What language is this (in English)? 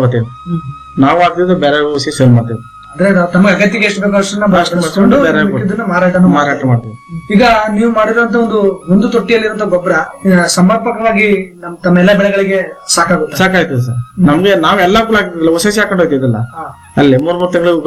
Kannada